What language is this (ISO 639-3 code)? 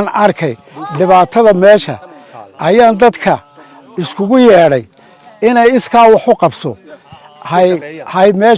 som